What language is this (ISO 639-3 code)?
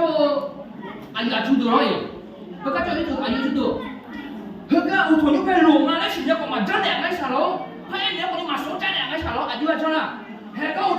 ahk